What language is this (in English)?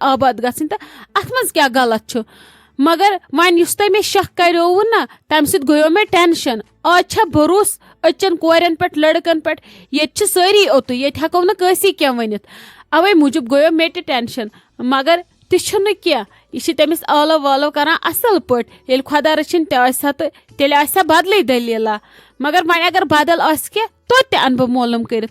Kashmiri